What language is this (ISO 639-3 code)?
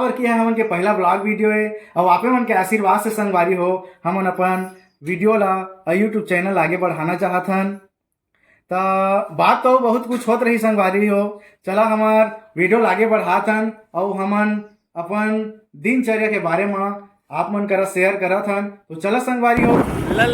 hne